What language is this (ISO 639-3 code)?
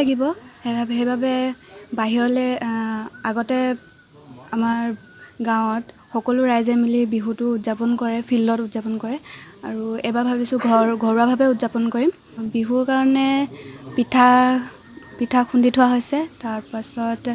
asm